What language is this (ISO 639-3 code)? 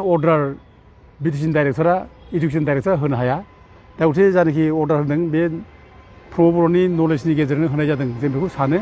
brx